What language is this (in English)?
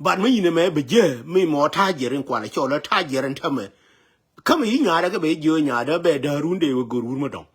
Nuer